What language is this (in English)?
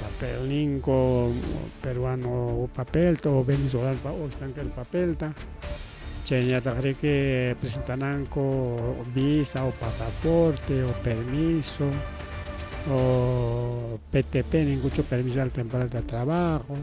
Ayacucho Quechua